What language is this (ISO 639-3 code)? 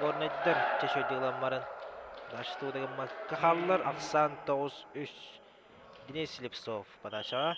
sah